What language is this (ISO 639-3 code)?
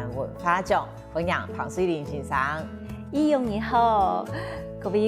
hak